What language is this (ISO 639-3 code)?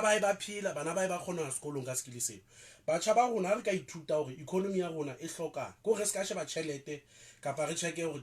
sot